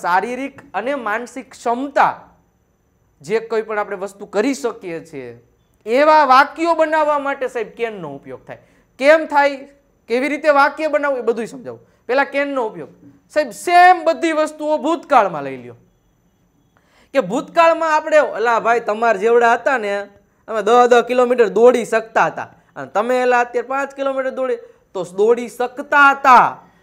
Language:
Gujarati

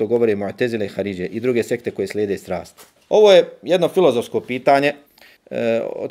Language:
Bosnian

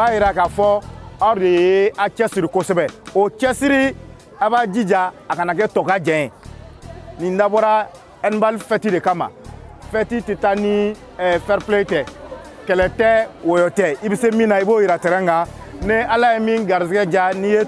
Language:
Bambara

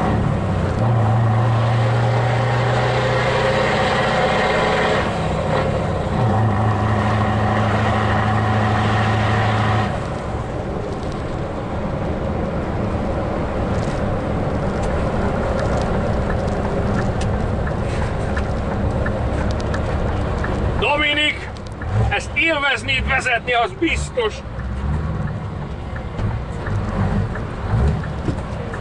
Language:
Hungarian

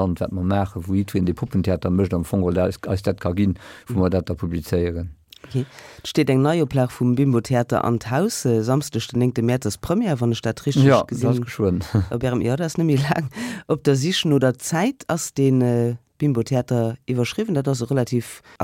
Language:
Luxembourgish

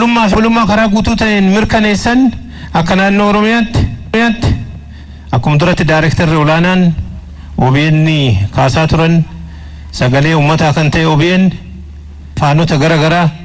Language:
Oromo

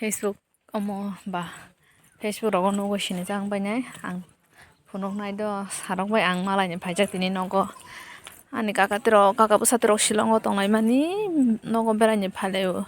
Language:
Kok Borok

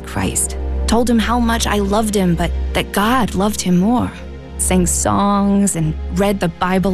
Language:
English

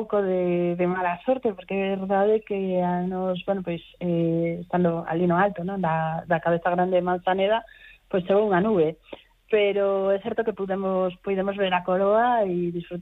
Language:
Galician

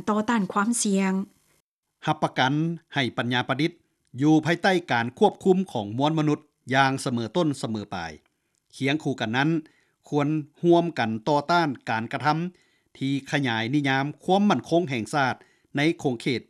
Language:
Lao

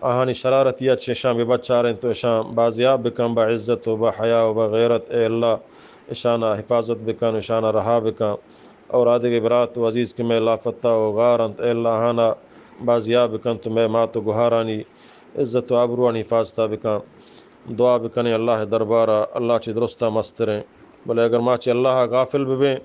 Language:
Eastern Balochi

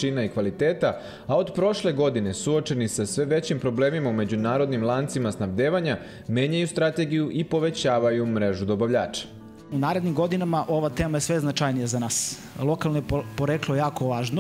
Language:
Serbian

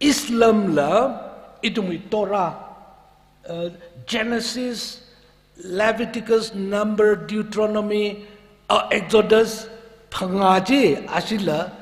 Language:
Tangkhul Naga (India)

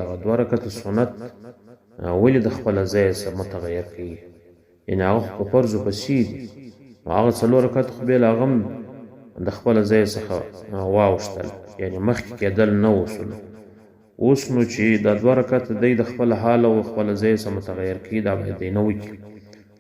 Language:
Pashto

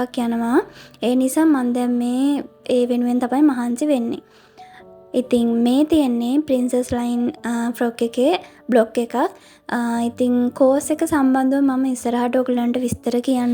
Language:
Sinhala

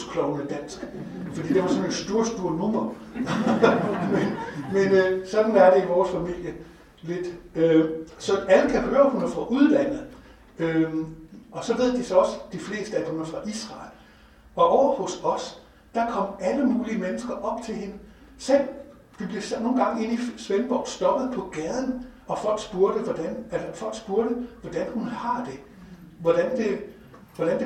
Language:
Danish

